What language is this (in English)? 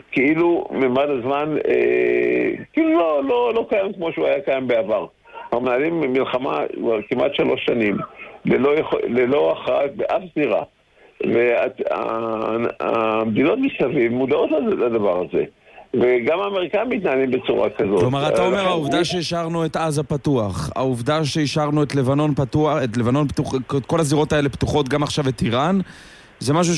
Hebrew